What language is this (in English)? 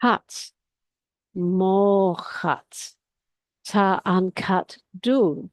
Irish